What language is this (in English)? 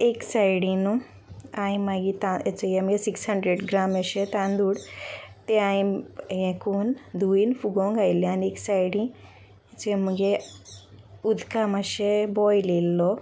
Konkani